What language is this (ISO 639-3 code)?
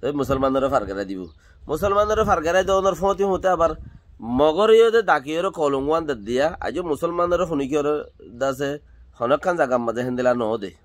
rhg